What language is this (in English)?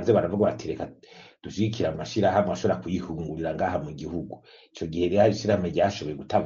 Rundi